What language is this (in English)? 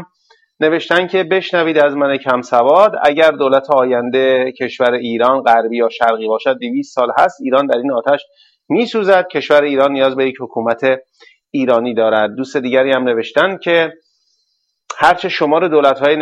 Persian